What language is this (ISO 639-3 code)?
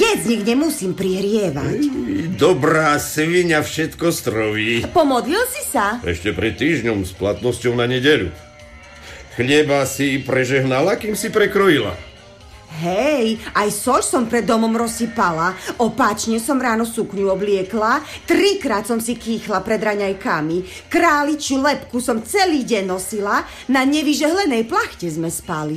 slk